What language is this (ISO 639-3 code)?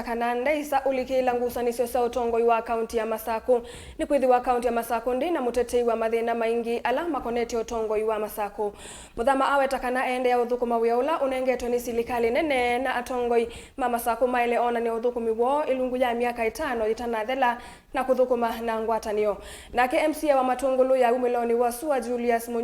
kam